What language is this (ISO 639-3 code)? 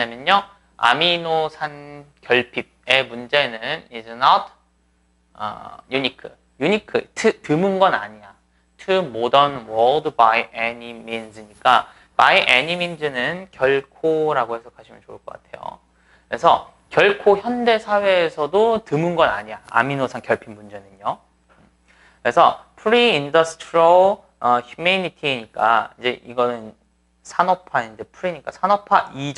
kor